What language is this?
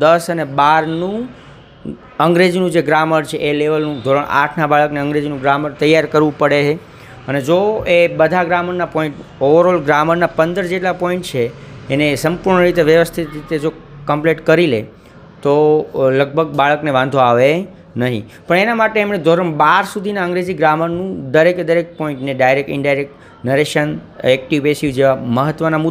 Gujarati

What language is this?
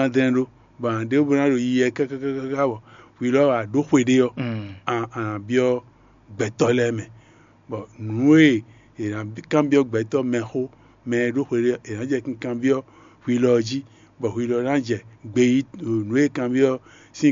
Fon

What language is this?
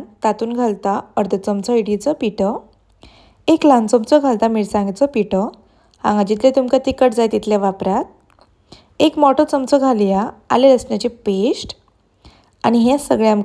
Konkani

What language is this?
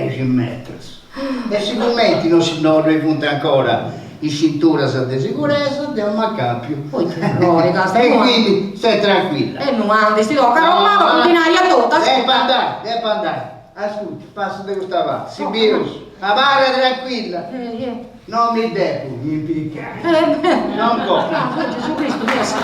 Sardinian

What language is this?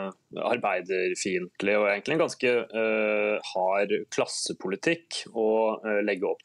Norwegian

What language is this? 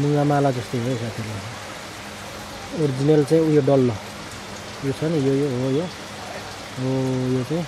Nepali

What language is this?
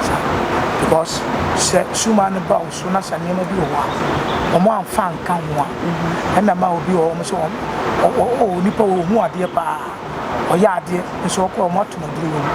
Akan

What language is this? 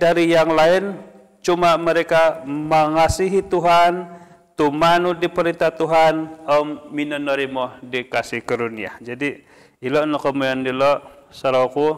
Central Dusun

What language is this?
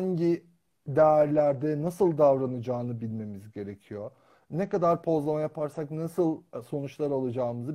Turkish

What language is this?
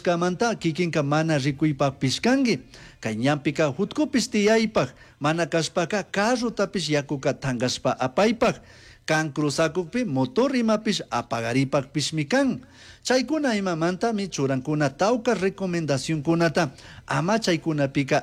Chimborazo Highland Quichua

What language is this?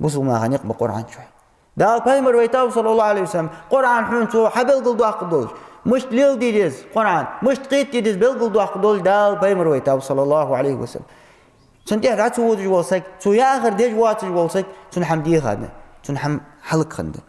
Ingush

